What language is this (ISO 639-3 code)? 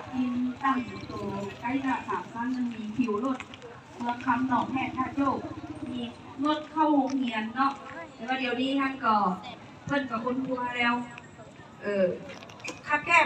lao